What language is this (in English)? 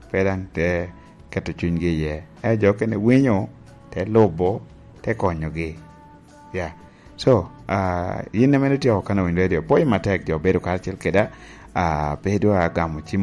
Lango (Uganda)